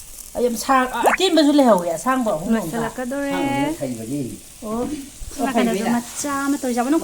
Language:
Manipuri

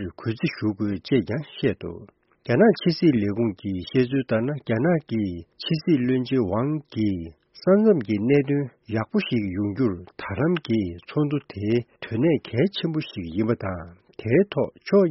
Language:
Tibetan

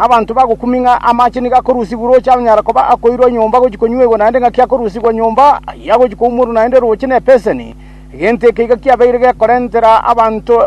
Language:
Gusii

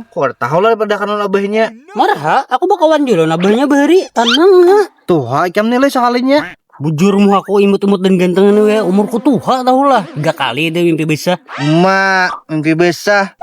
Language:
Banjar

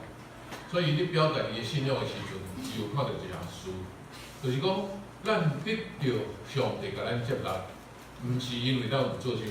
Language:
Min Nan Chinese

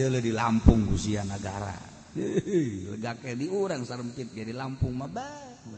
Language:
Sundanese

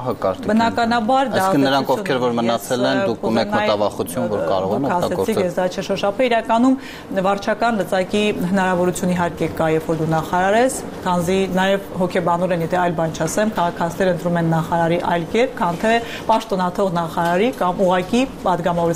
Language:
Armenian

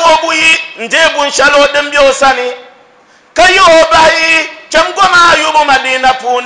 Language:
Dagbani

